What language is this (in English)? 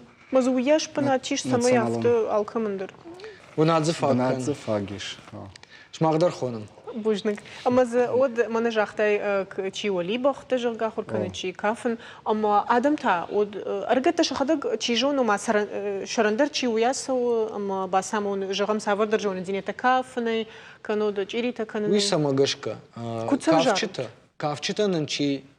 Ossetic